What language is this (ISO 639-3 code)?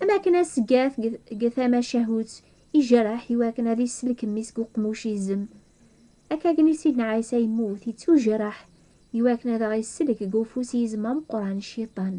kab